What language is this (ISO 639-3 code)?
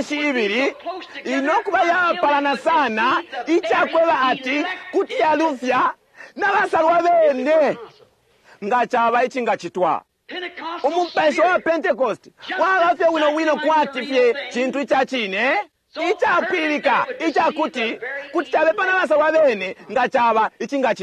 bem